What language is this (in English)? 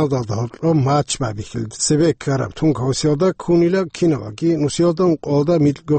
Avaric